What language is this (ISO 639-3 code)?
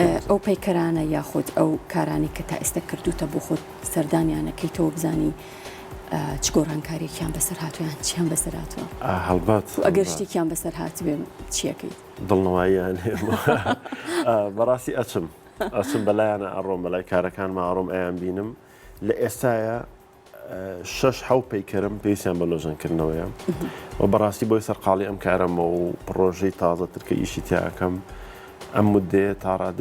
ckb